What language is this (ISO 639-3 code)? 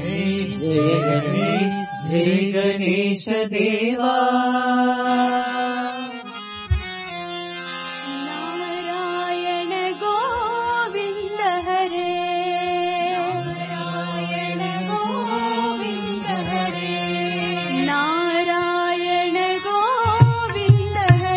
tel